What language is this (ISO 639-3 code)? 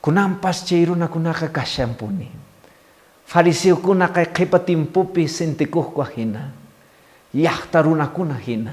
que